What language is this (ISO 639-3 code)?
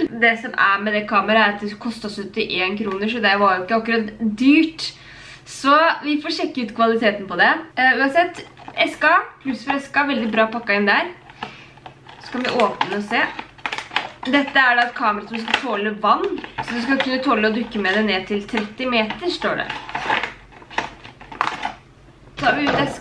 nor